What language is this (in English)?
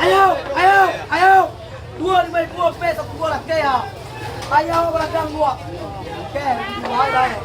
Minangkabau